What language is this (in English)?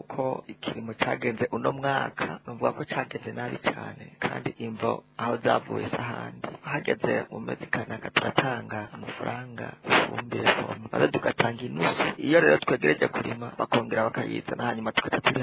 Rundi